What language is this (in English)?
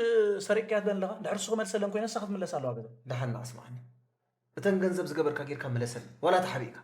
Tigrinya